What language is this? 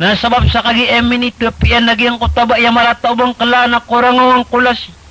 Maranao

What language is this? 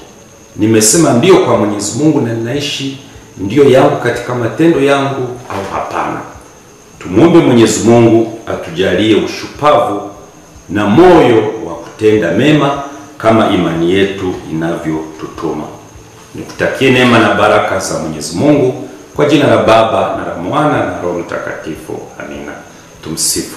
Swahili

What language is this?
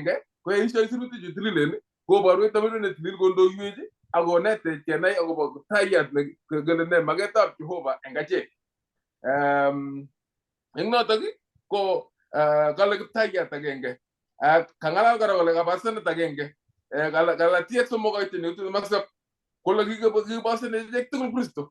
Kalenjin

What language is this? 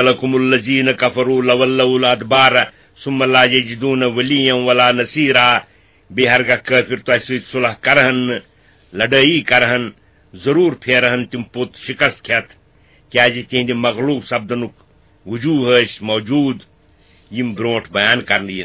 Kashmiri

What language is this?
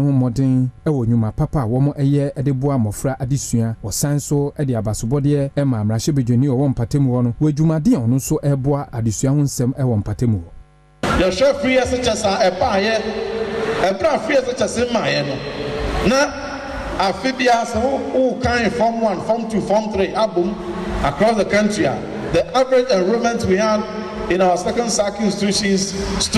Akan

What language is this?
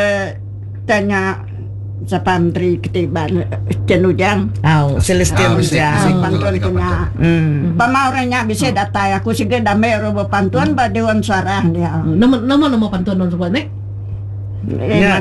Iban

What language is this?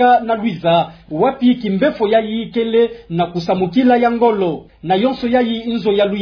Kituba (Democratic Republic of Congo)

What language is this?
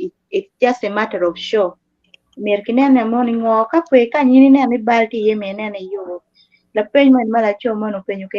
Acoli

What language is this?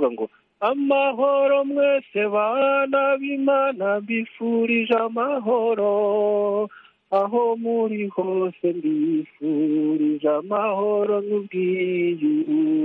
Kinyarwanda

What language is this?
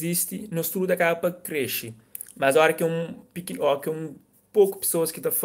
Kabuverdianu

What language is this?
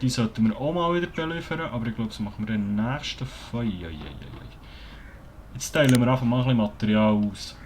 Swiss German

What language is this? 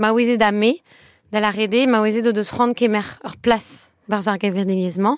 Breton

